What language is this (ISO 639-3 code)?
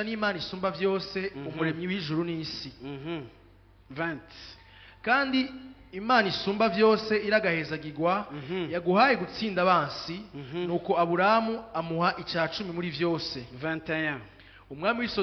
run